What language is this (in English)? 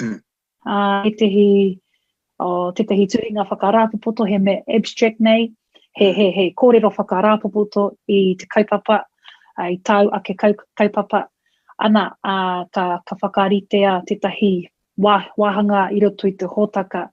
Māori